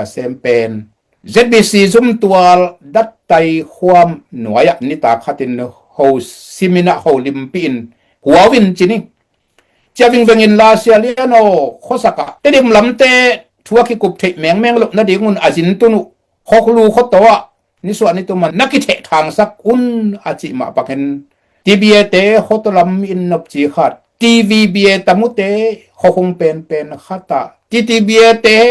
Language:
Tedim Chin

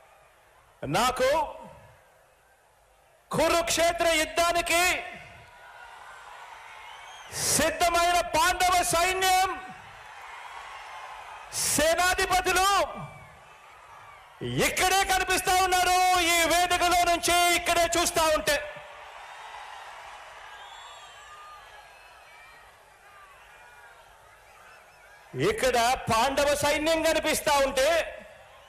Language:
Telugu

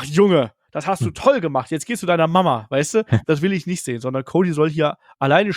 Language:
German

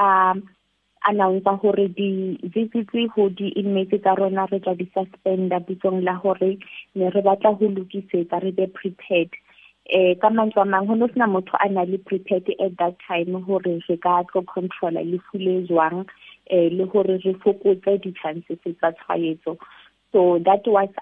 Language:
Southern Sotho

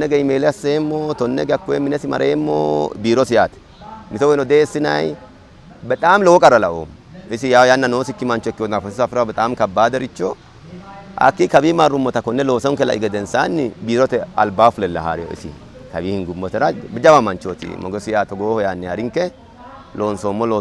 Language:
Sidamo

